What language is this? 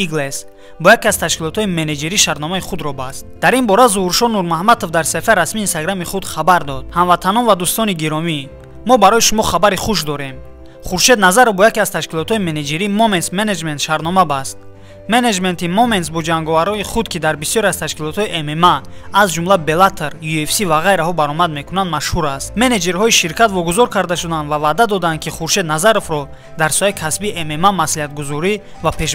Tajik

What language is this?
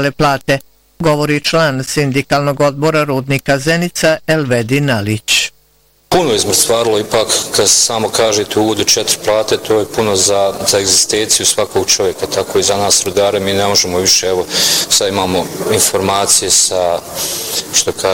Bosnian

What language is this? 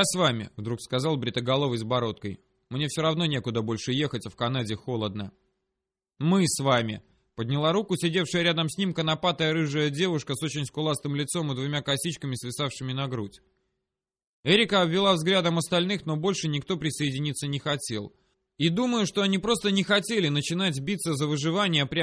Russian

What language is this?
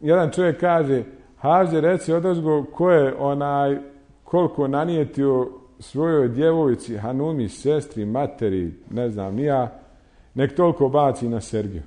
Bosnian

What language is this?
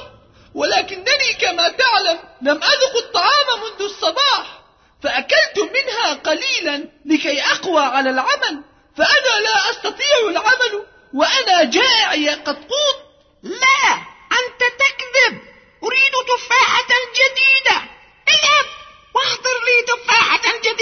Arabic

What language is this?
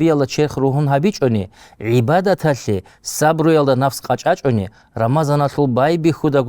Avaric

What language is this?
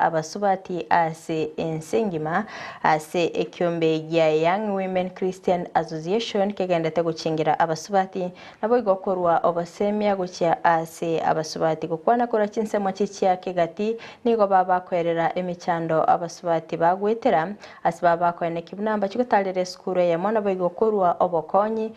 Gusii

